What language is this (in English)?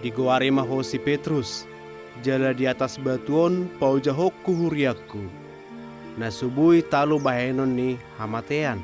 Batak Toba